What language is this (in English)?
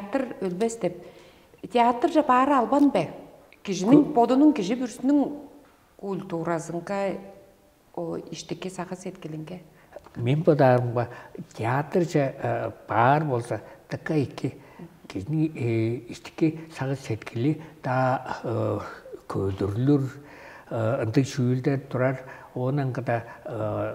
Tuvinian